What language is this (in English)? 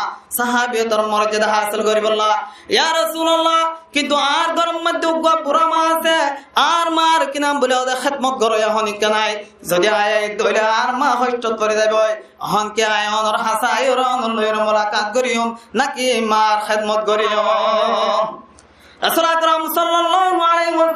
Rohingya